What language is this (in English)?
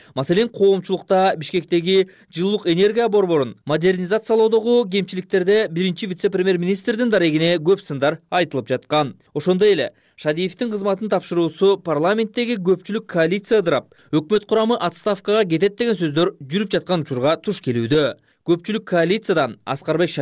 Kyrgyz